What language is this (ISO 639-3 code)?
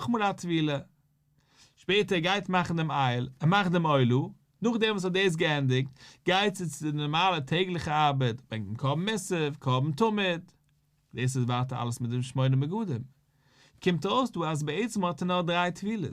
yid